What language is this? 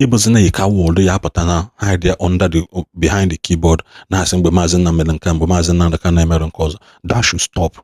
Igbo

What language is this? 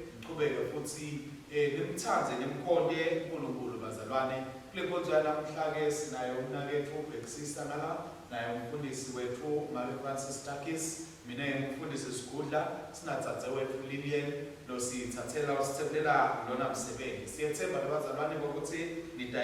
Swati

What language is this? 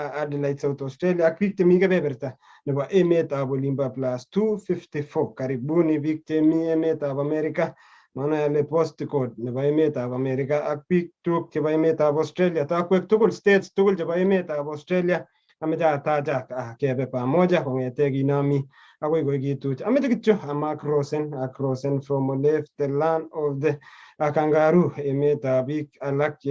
Kalenjin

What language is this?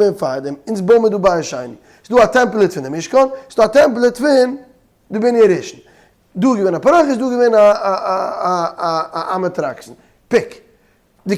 Yiddish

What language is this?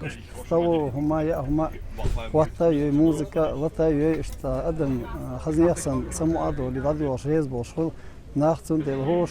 Chechen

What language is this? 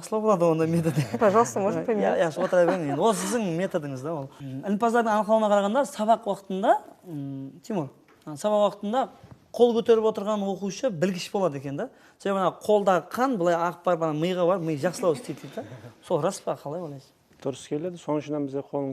Kara-Kalpak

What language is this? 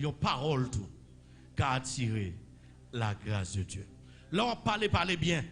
Haitian Creole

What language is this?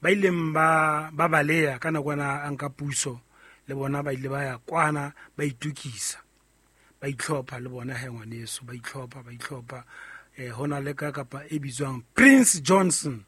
Southern Sotho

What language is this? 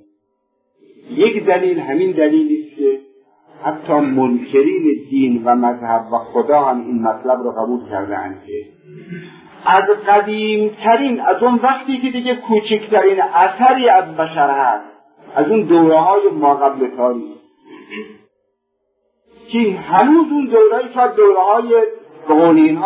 Persian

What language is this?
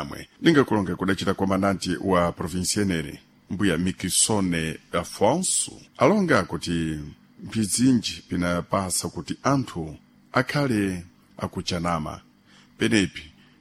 Sena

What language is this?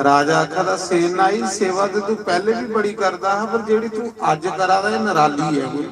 Dogri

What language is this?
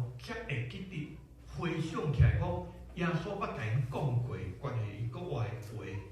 Min Nan Chinese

